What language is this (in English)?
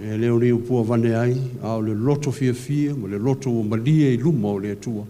Samoan